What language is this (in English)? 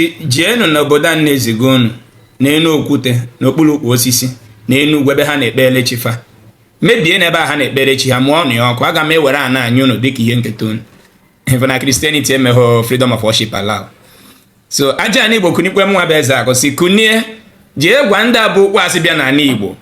Igbo